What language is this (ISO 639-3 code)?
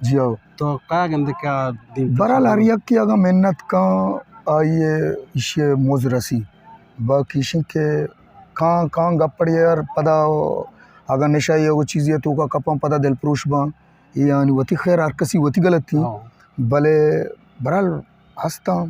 bgp